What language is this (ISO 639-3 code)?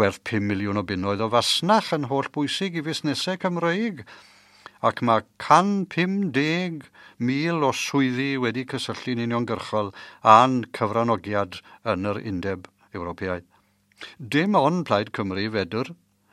cym